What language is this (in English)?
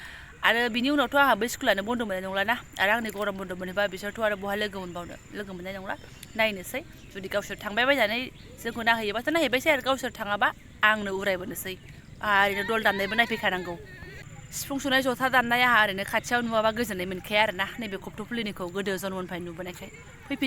Bodo